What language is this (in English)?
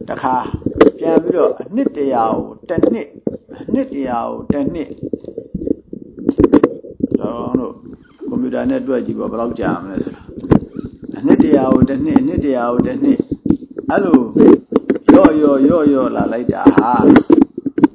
Burmese